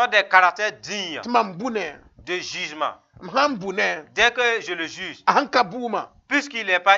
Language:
Mossi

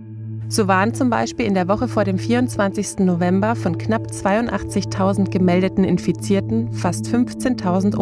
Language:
German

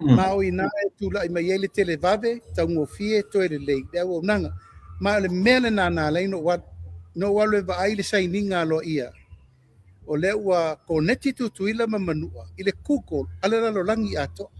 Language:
Samoan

